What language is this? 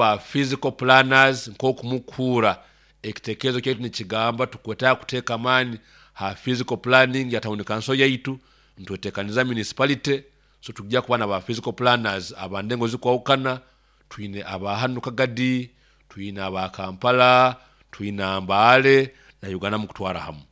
Nyoro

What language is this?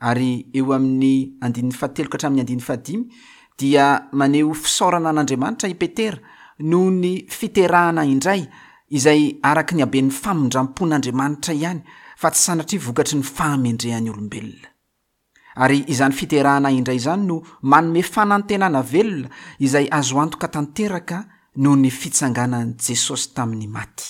Malagasy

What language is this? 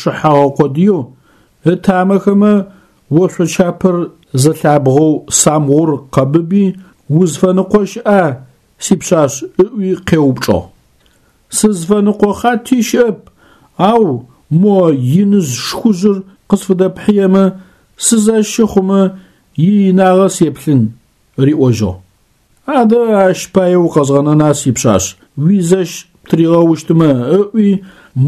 Adyghe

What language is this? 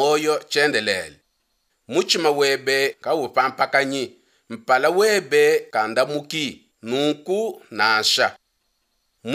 Luba-Lulua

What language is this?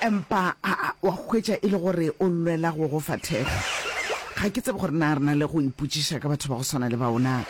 Northern Sotho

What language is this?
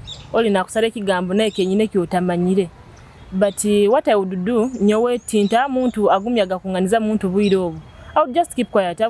Nyoro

